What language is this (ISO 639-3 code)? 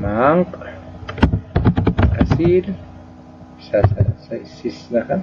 aym